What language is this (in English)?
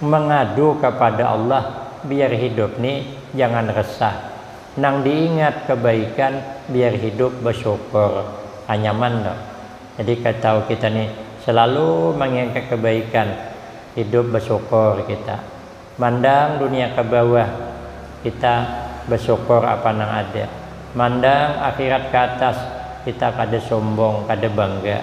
Banjar